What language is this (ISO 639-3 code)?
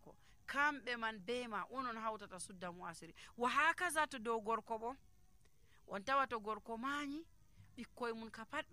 fuv